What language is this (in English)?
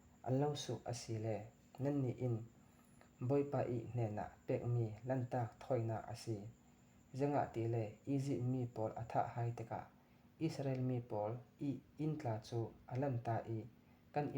Falam Chin